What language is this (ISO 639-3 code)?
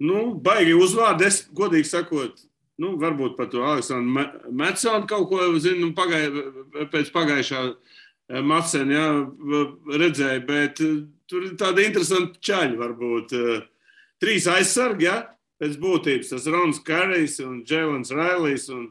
lav